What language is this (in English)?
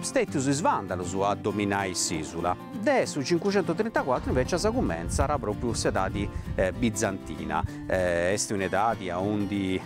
Sardinian